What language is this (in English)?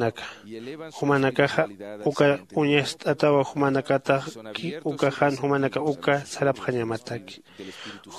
Aymara